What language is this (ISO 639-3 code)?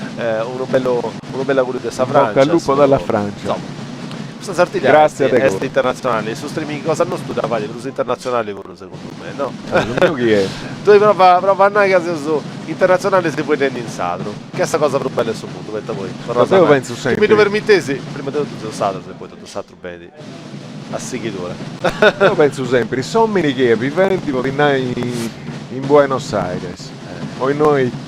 srd